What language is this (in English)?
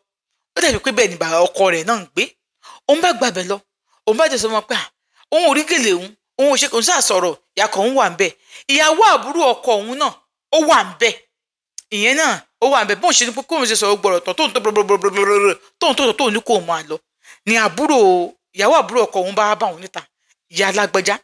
Yoruba